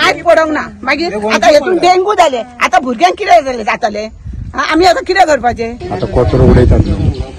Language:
Konkani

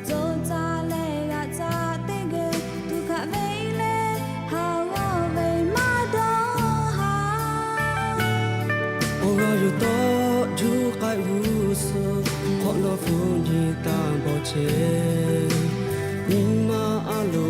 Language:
Lahu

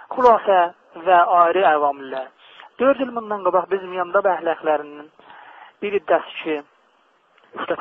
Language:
South Azerbaijani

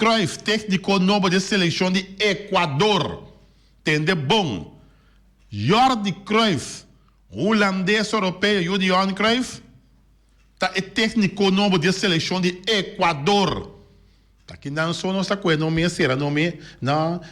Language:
Papiamento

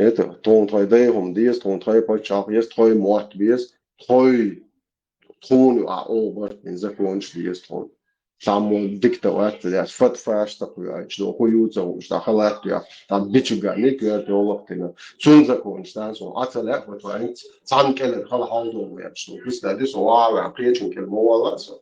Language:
Chechen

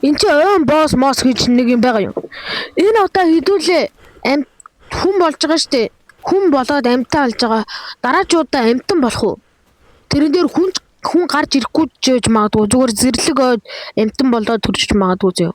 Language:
Mongolian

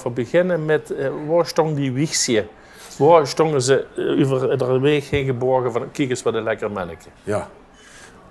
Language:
Limburgish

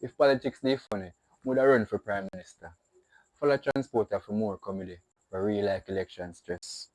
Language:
Jamaican Creole English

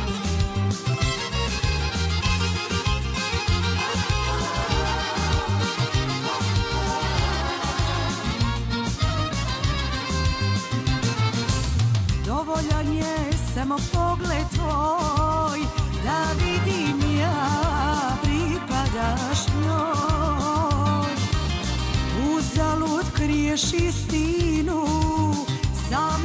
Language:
Serbian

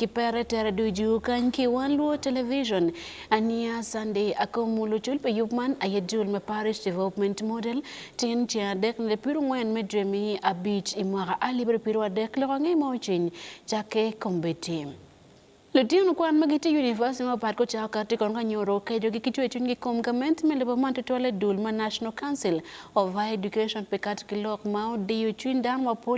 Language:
Acoli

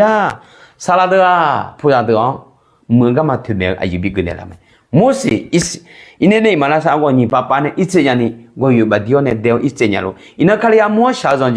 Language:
Akha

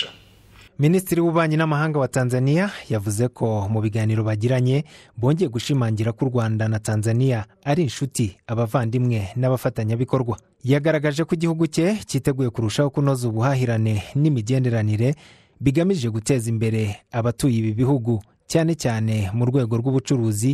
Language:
Kinyarwanda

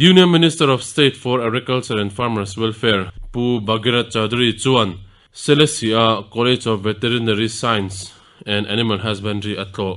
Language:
Mizo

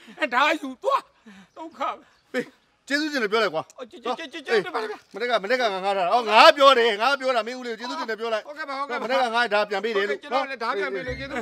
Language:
Burmese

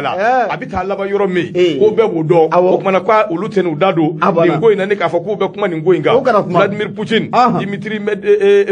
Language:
Bambara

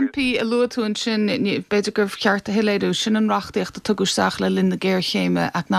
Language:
Irish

